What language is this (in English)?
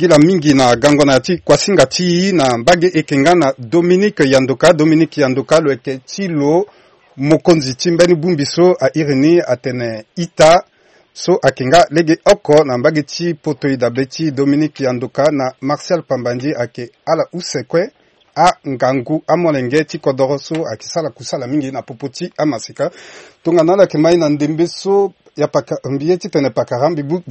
Sango